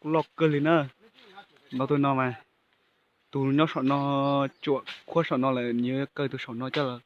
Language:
Hmong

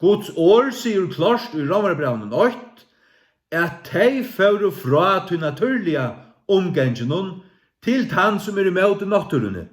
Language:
Faroese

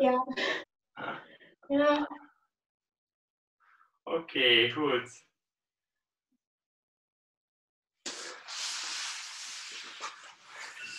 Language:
Dutch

